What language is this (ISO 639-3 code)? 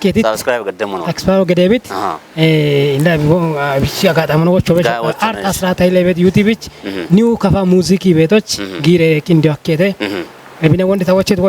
kbr